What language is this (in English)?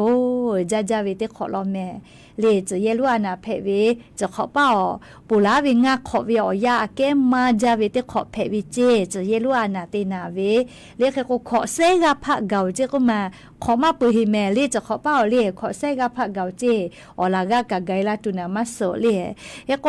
Lahu